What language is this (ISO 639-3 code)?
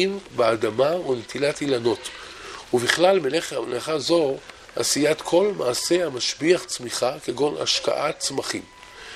heb